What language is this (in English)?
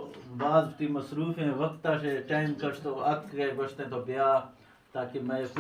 Eastern Balochi